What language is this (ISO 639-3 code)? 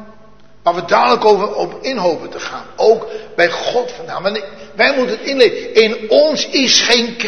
nld